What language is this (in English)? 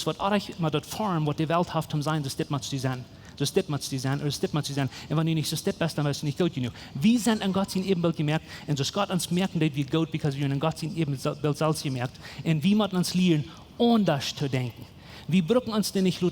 Plautdietsch